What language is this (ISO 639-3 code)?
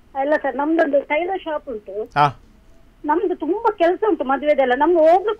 kan